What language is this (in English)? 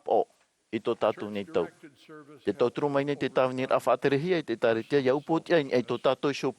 Tahitian